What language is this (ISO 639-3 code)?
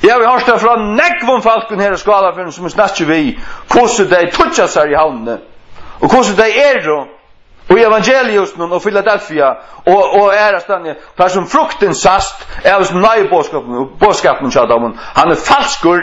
fao